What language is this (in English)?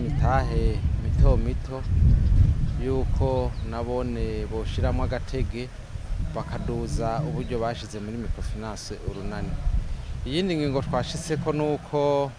Rundi